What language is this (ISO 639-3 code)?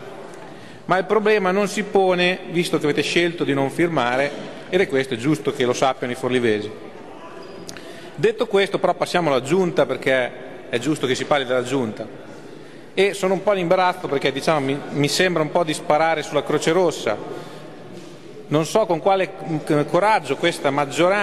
ita